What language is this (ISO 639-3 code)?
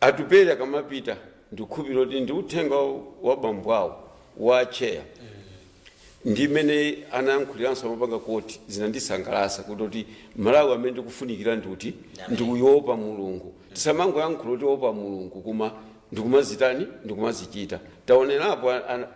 nya